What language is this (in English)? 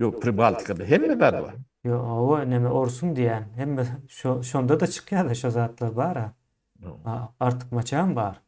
Turkmen